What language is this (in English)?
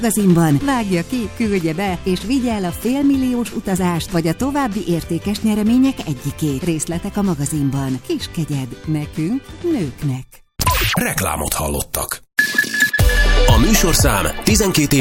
Hungarian